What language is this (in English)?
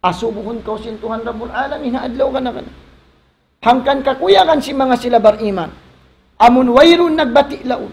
Tausug